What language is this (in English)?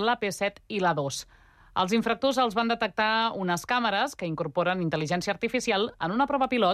Catalan